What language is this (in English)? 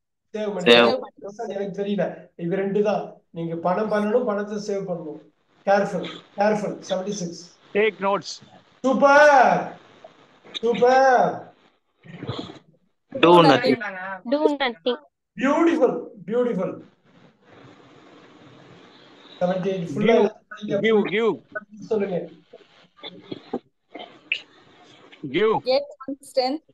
Tamil